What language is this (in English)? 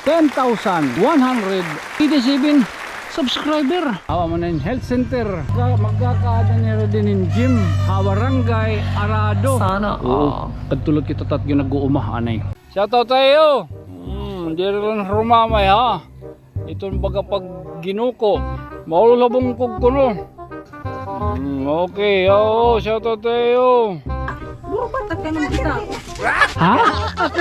Waray